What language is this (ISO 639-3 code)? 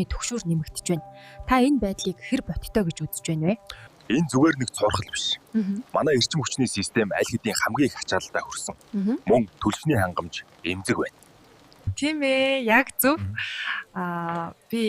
mon